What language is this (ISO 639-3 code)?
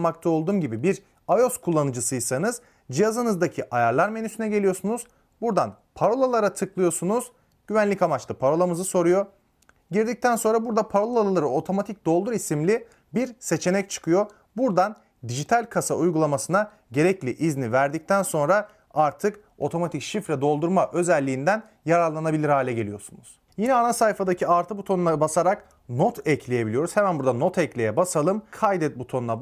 tur